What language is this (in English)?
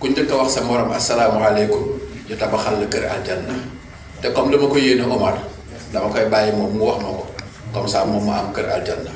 Wolof